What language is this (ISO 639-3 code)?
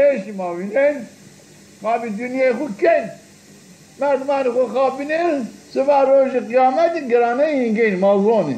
zza